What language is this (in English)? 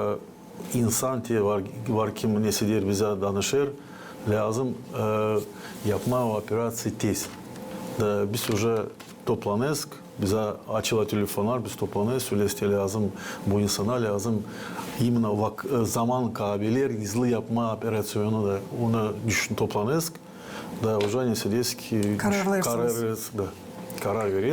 Gagauz